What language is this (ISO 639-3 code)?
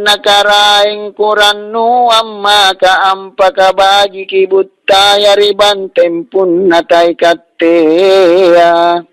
mak